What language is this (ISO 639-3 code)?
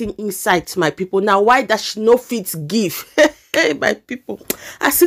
pcm